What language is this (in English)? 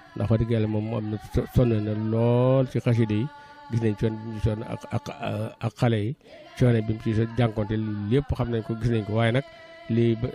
Wolof